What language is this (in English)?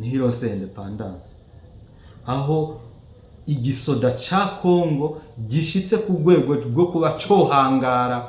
Rundi